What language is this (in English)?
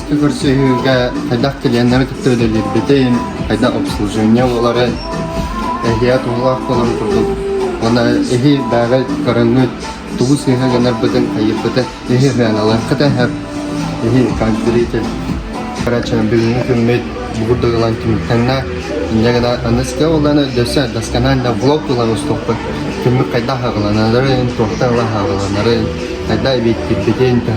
Yakut